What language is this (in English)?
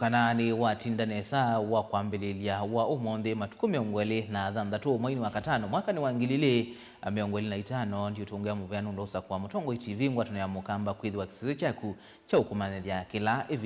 Kamba